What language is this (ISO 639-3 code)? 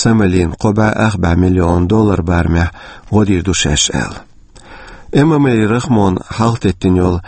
che